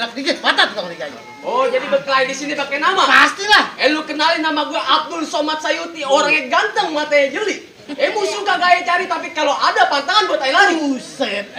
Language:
Betawi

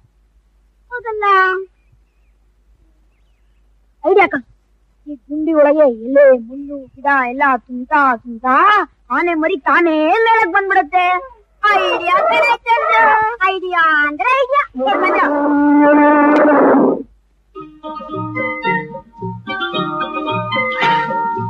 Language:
Kannada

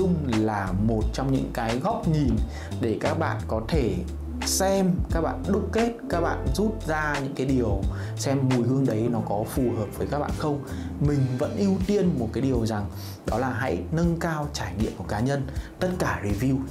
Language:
Vietnamese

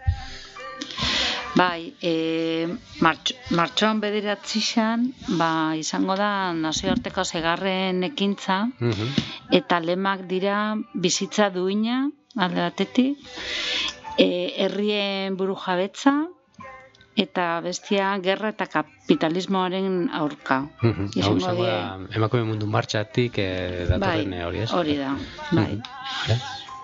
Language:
Basque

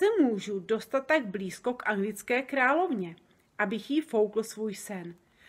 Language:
Czech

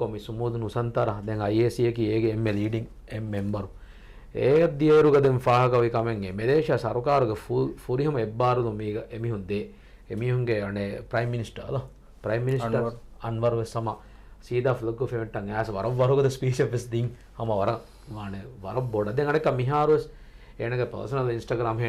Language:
Divehi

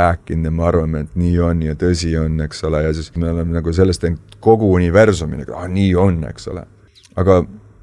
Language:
Estonian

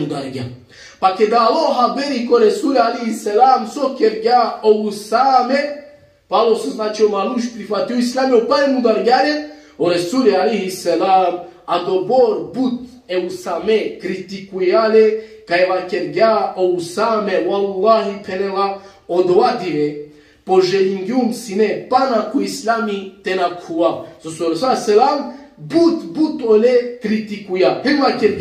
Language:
Balkan Romani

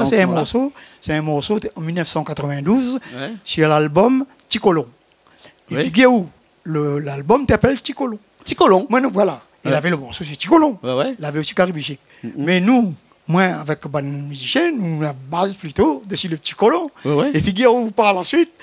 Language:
Réunion Creole French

